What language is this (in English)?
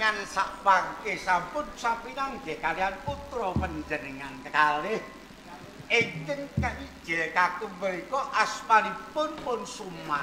Javanese